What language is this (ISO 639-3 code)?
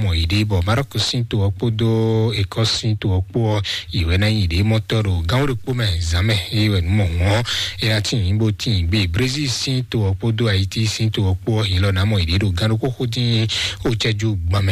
fon